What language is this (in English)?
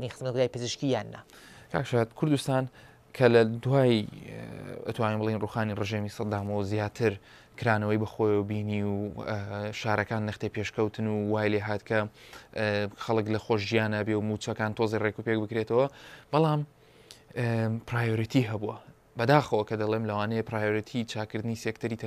Central Kurdish